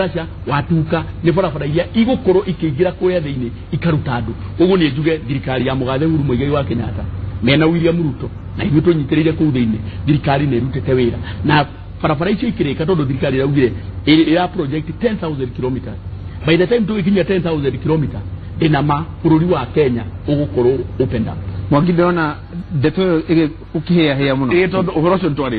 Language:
Kikuyu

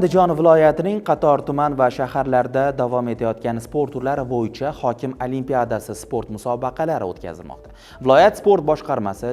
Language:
Uzbek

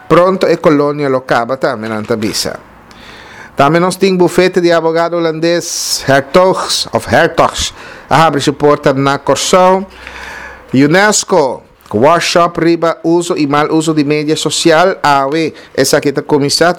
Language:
Papiamento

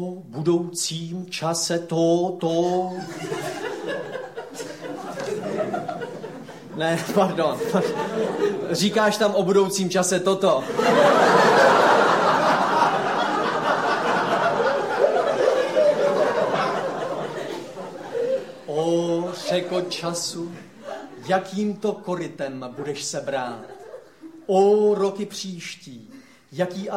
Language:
Czech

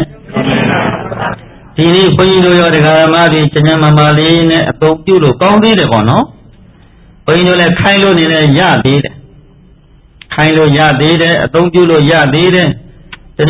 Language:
Burmese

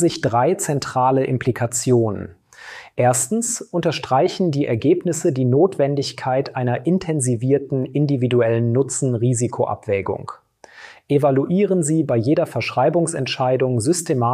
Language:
German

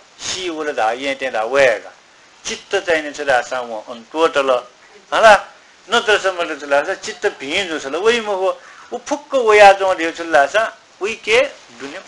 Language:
Newari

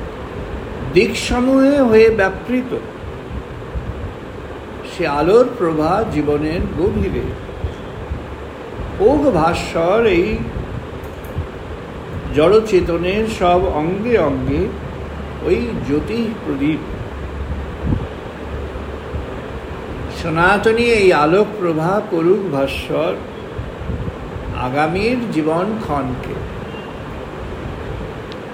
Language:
Bangla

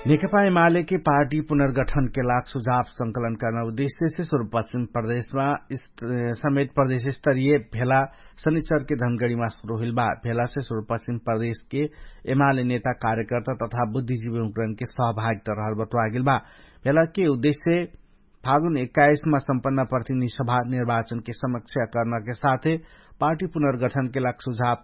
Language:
Dangaura Tharu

